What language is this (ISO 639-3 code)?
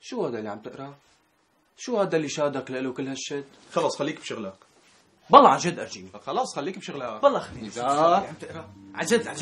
apc